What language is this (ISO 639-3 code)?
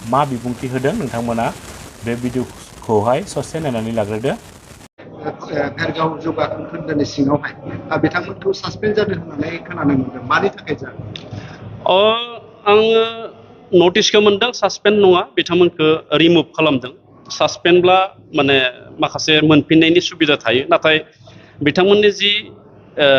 brx